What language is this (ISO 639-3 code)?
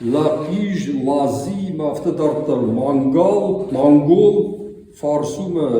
oss